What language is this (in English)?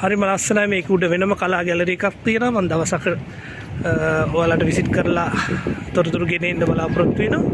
Sinhala